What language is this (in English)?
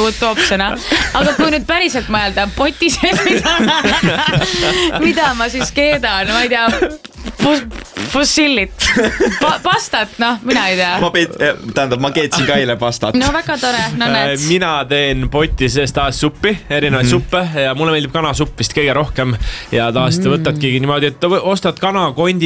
Estonian